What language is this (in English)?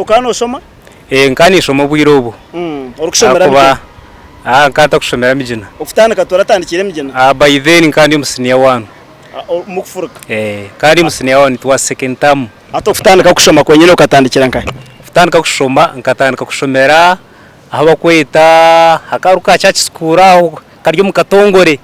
Nyankole